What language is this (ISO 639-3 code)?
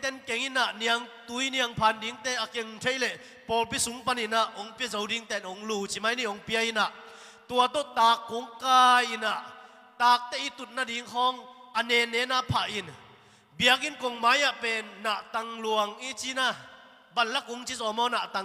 ctd